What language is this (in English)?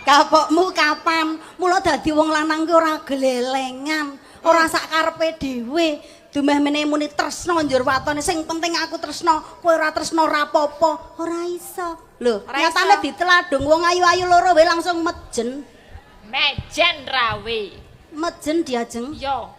Javanese